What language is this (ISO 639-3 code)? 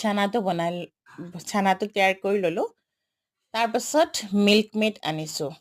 asm